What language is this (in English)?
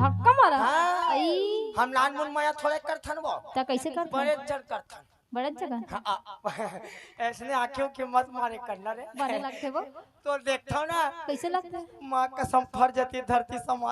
Chhattisgarhi